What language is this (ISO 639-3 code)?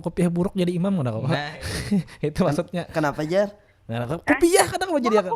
bjn